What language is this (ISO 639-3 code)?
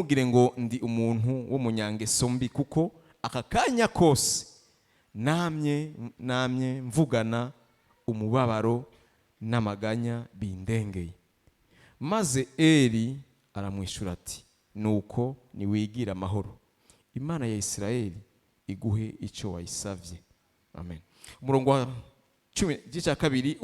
run